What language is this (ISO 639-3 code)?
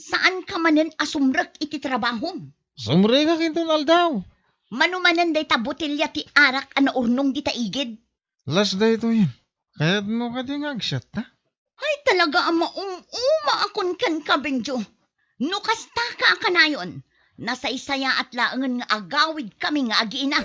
ilo